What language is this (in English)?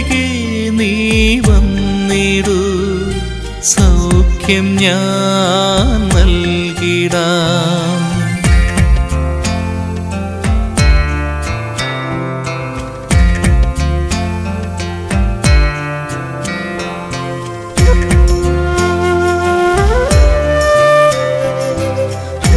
Malayalam